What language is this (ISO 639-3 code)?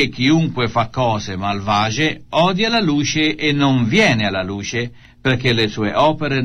ita